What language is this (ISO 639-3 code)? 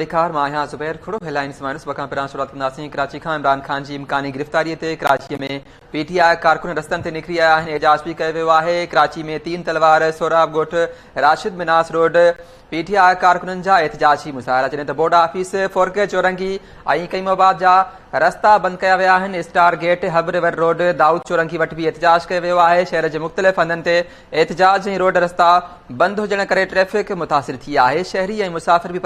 snd